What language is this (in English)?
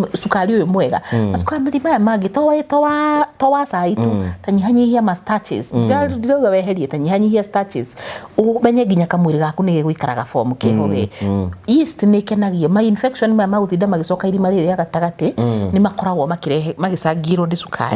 Kikuyu